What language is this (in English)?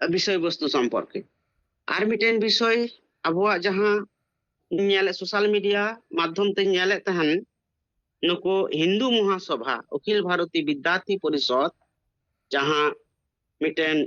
Santali